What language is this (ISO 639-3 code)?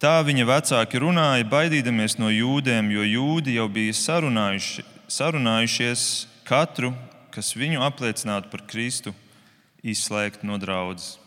lav